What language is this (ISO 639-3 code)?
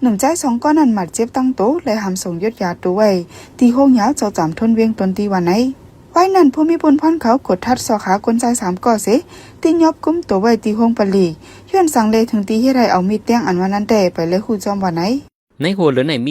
shn